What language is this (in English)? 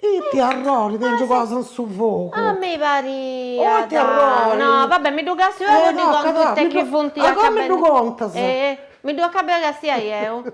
Sardinian